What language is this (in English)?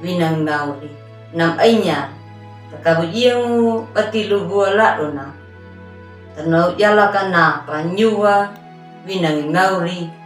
Anakalangu